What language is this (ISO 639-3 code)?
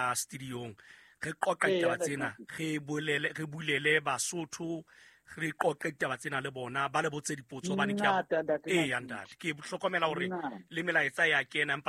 sot